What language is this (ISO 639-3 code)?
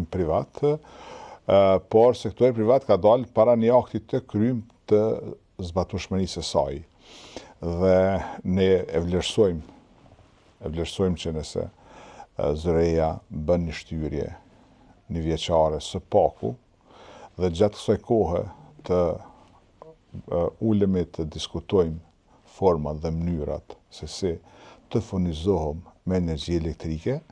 sqi